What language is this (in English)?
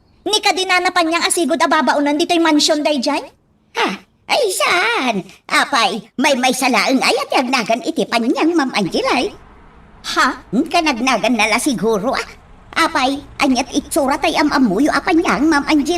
Iloko